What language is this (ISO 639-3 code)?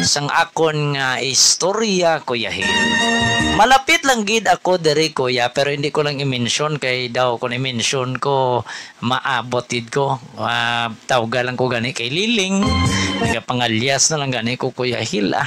hil